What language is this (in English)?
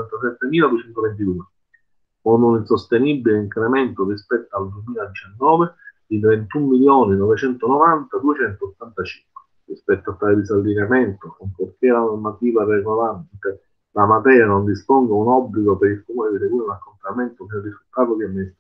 Italian